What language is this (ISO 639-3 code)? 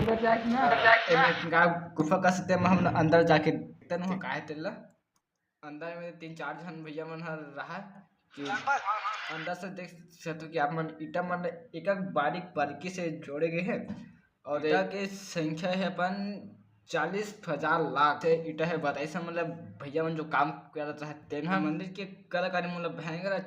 hne